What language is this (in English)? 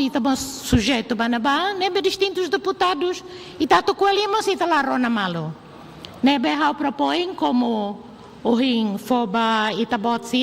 Tetum